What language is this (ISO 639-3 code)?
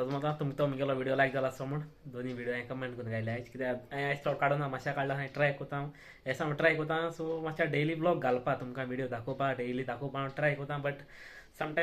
kok